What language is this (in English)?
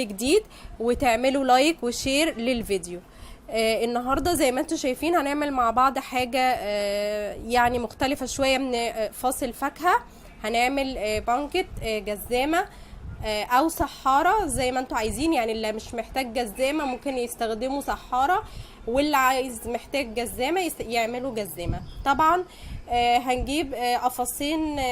Egyptian Arabic